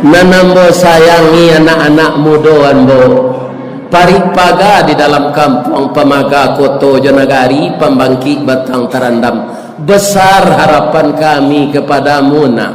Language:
Minangkabau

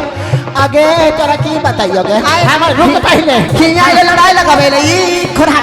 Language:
Magahi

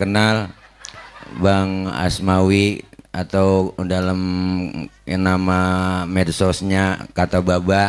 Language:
Betawi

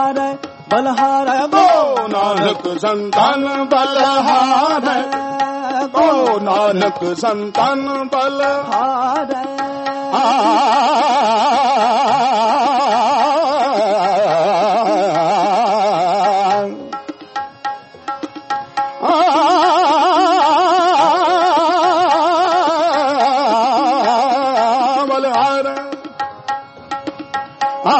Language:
Punjabi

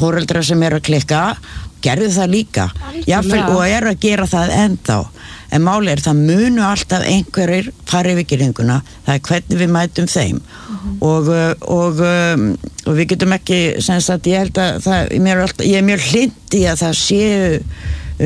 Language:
Icelandic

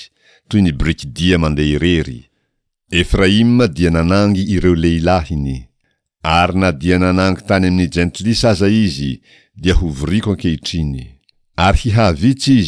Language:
Malagasy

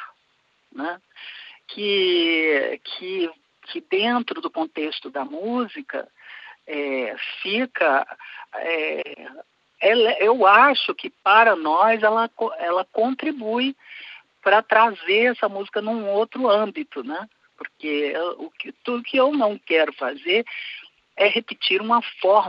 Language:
Portuguese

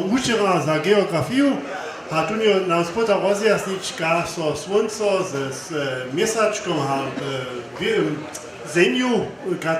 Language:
Upper Sorbian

